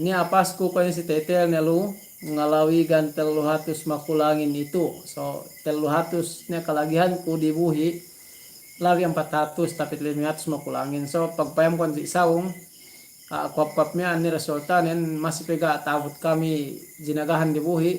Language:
Yakan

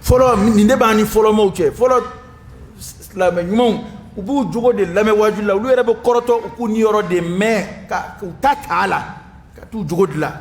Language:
Dyula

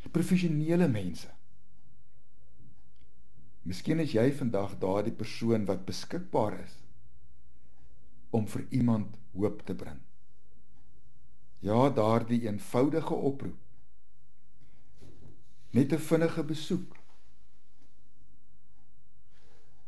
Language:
Afrikaans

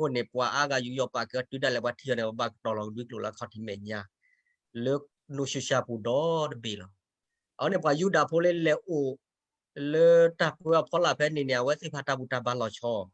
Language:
S'gaw Karen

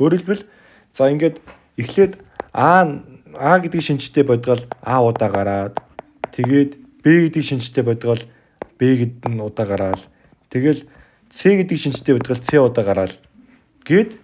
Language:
Mongolian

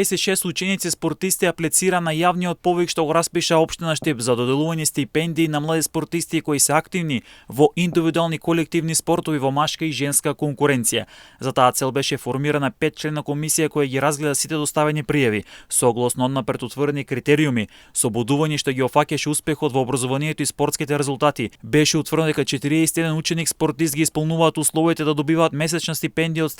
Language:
Macedonian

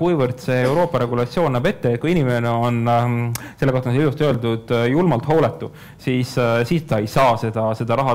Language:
Estonian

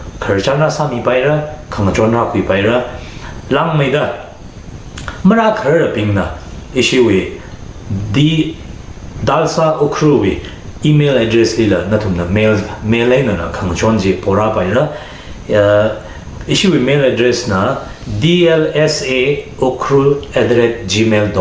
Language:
Tangkhul Naga (India)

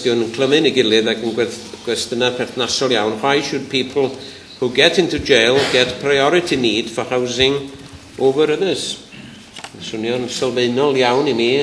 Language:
Welsh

